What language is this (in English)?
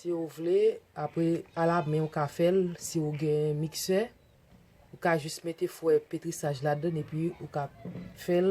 Haitian Creole